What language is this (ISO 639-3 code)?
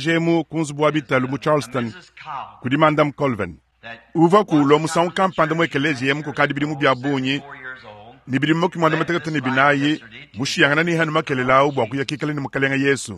lua